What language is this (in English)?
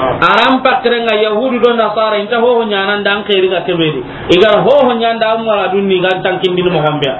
Soninke